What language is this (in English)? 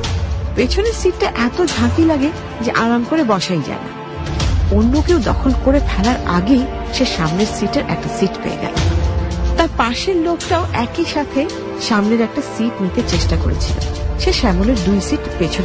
Bangla